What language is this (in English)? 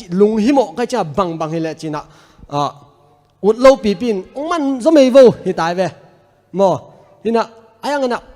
Tedim Chin